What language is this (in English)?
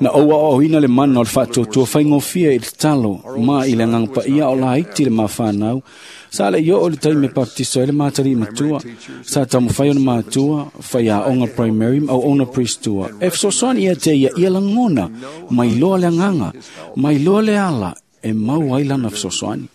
Samoan